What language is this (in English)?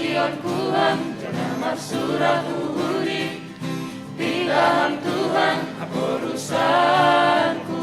Batak Simalungun